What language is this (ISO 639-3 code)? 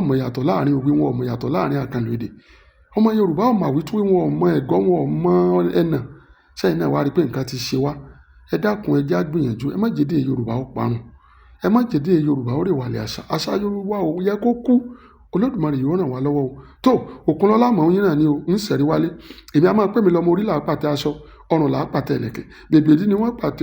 yor